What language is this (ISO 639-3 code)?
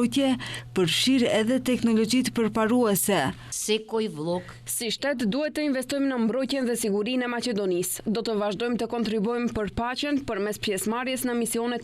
sqi